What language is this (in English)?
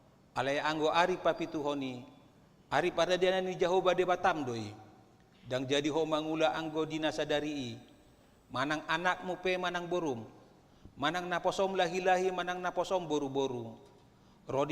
Batak Toba